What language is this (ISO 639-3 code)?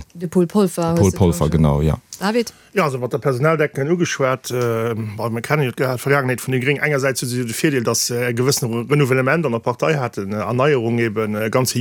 ltz